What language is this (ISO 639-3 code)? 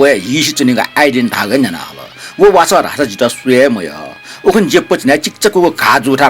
new